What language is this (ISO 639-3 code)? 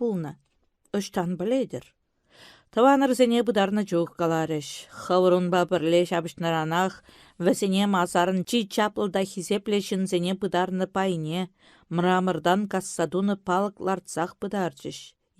chv